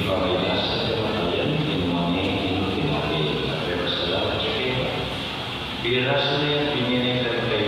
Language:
Pampanga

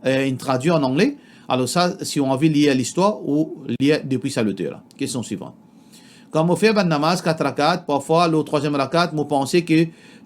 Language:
Morisyen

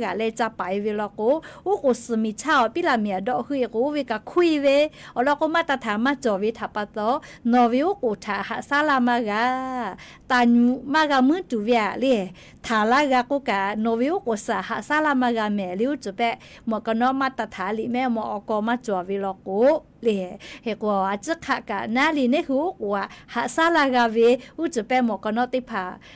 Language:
Lahu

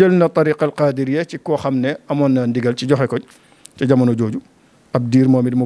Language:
Wolof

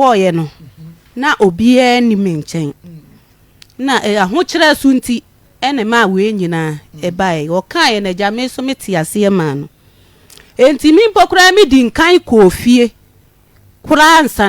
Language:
Akan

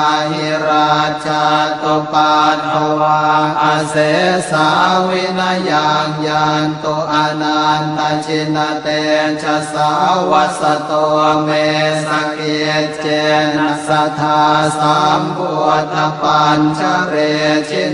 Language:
Pali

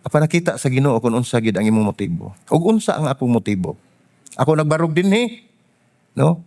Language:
Cebuano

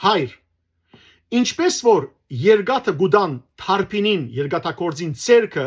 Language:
Western Armenian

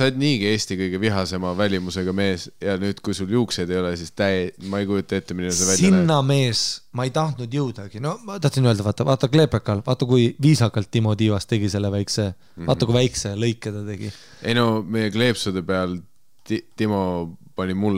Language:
Estonian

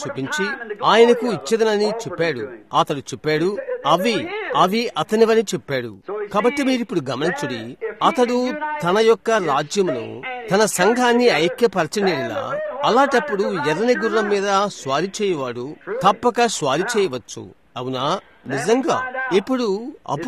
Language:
Telugu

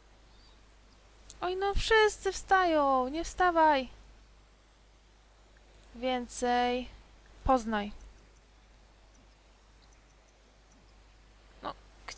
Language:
Polish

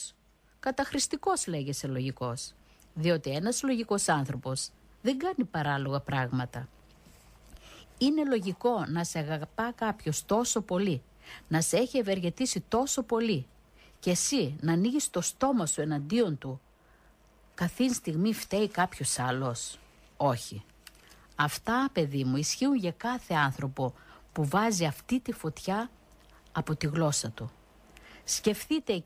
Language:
Greek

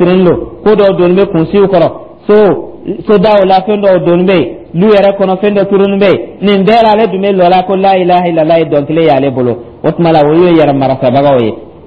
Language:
Dyula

